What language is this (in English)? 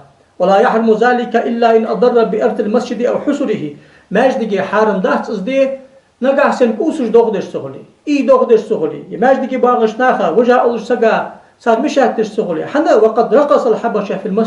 Ingush